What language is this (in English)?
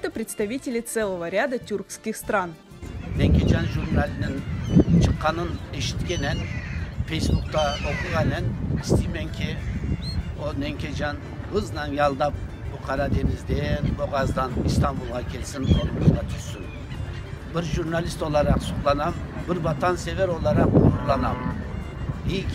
Crimean Tatar